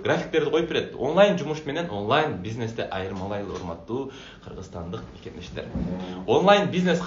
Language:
Kyrgyz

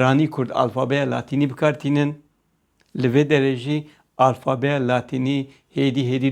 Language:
Kurdish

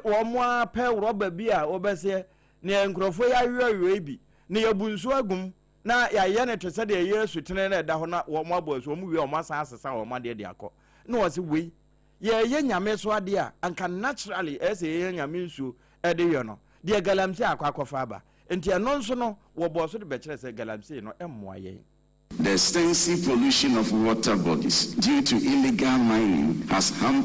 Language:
Akan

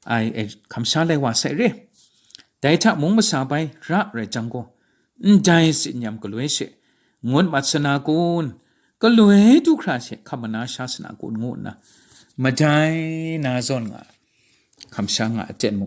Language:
Kachin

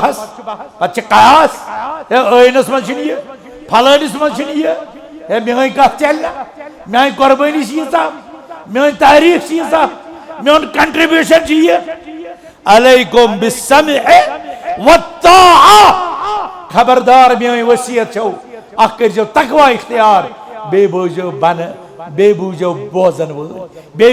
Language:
Kashmiri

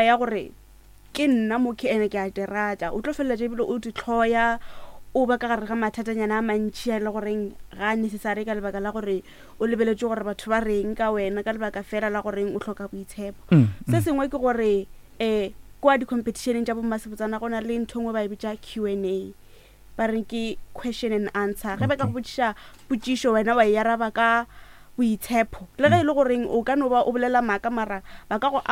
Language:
Northern Sotho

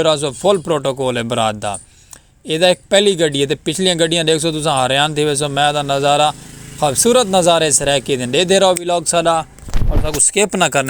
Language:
Saraiki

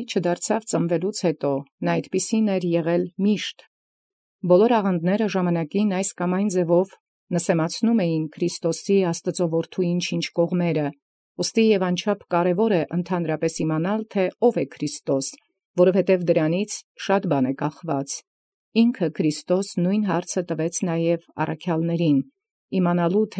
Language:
Armenian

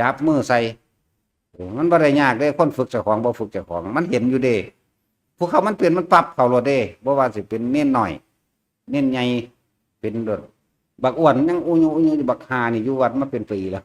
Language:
Northeastern Thai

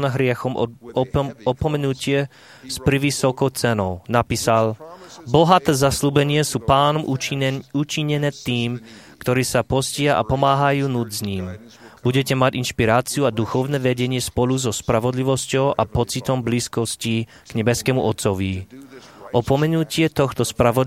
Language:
Slovak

